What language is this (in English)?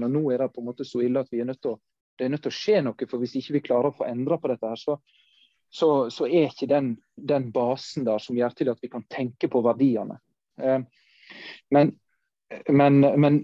Norwegian